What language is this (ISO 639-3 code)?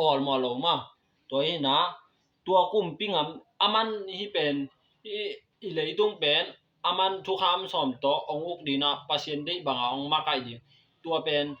ctd